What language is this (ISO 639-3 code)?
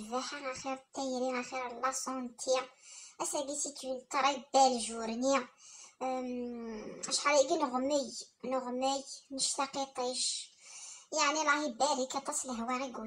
kab